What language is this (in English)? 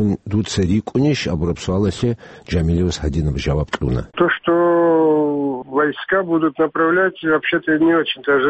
Avaric